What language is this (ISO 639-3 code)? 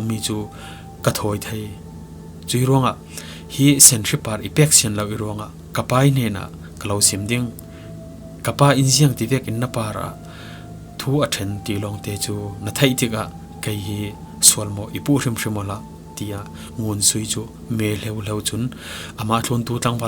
cfm